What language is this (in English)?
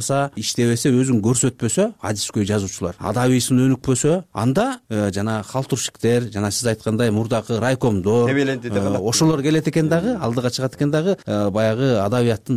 Kyrgyz